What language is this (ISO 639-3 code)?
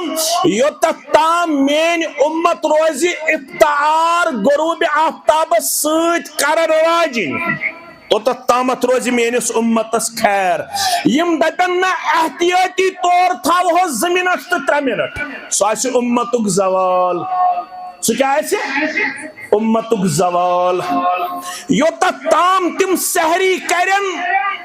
kas